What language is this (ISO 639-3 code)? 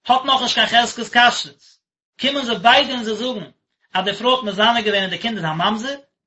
yid